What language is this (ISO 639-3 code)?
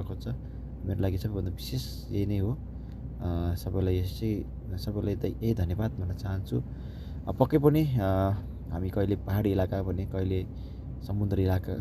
nep